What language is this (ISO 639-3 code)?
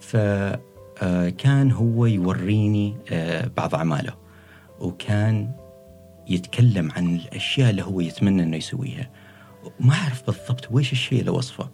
afb